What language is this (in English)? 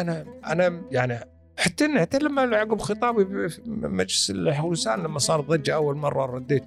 Gulf Arabic